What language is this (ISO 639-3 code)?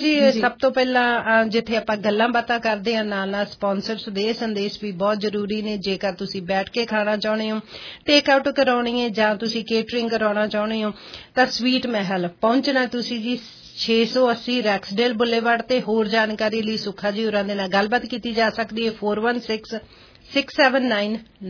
pan